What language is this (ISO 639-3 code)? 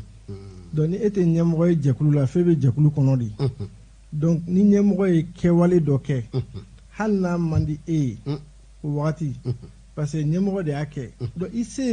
bam